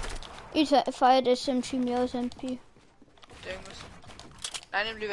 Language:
Bavarian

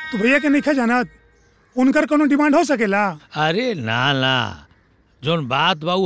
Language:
Bhojpuri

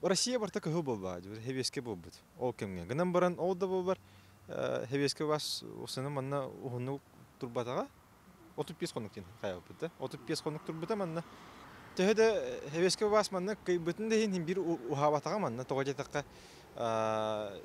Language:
Yakut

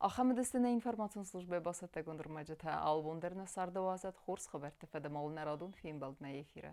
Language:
Ossetic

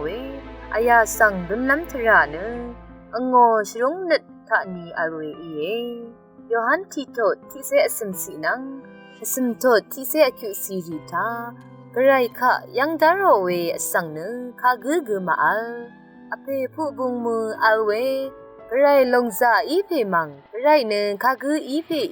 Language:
Rawang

